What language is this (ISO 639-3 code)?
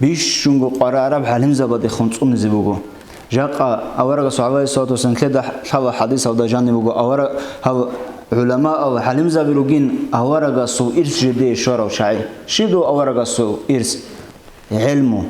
ava